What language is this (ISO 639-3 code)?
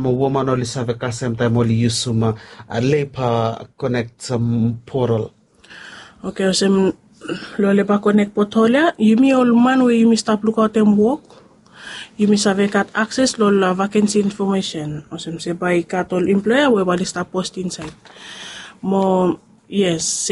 bis